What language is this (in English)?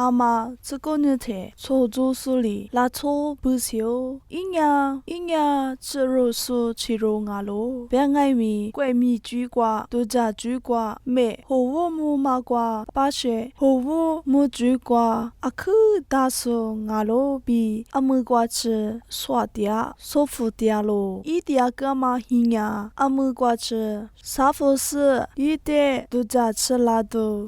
Lisu